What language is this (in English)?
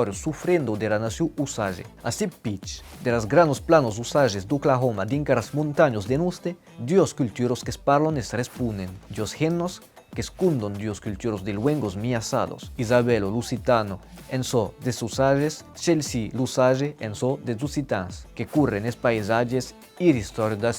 Occitan